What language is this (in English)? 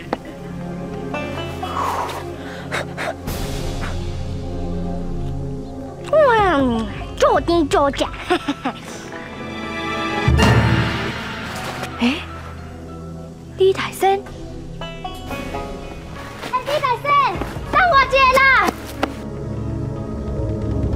Min Nan Chinese